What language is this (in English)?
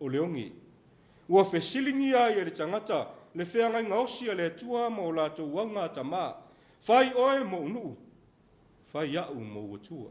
Samoan